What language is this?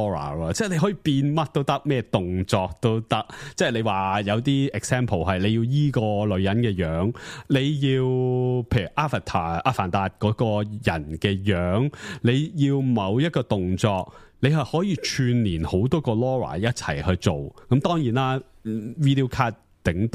Cantonese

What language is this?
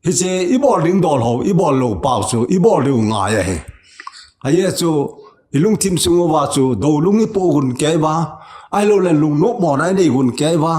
Thado Chin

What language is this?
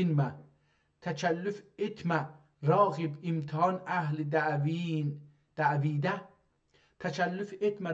South Azerbaijani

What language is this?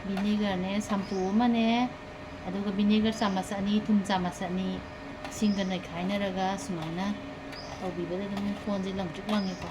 Manipuri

